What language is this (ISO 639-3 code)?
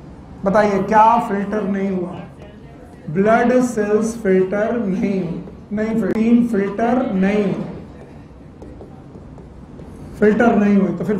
hin